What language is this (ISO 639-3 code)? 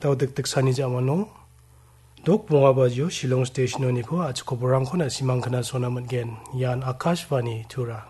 grt